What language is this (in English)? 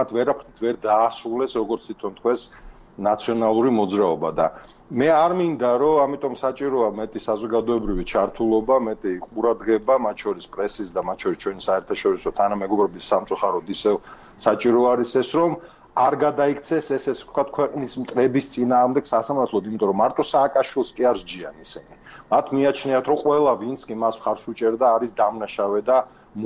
Georgian